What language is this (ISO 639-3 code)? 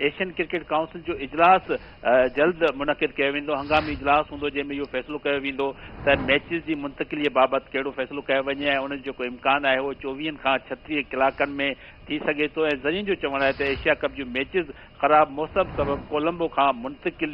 snd